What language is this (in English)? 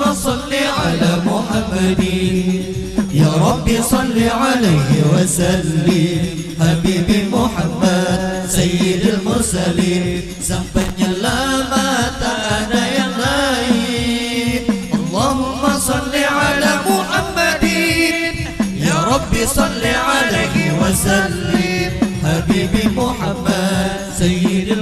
Banjar